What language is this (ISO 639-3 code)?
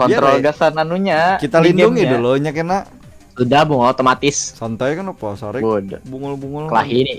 bjn